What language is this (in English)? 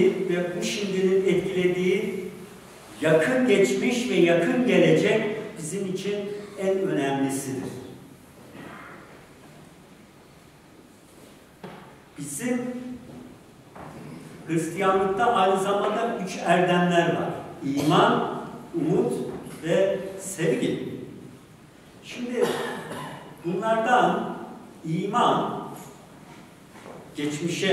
Turkish